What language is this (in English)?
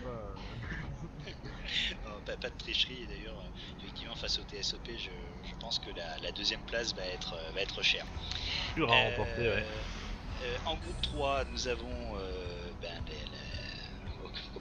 French